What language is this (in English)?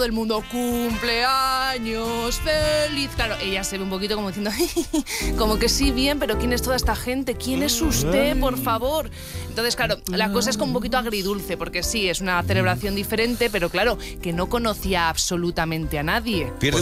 Spanish